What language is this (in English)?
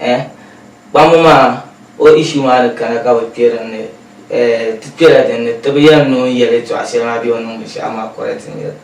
Dagbani